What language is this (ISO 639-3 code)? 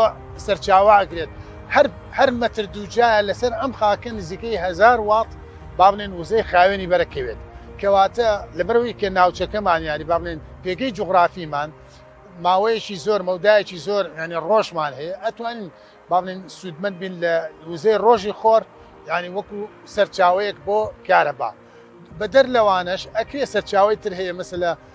ckb